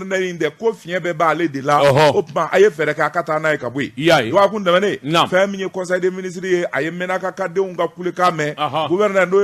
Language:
Bambara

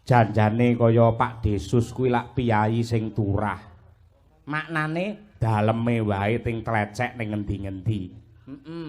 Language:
Javanese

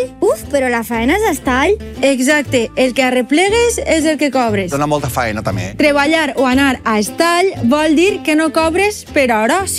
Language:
Catalan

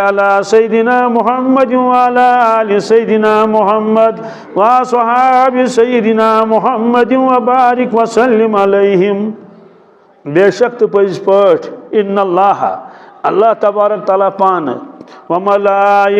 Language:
Kashmiri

